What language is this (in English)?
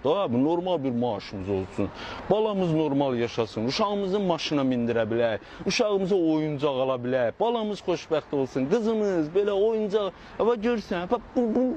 Azerbaijani